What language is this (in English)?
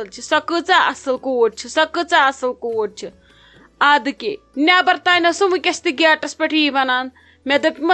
Kashmiri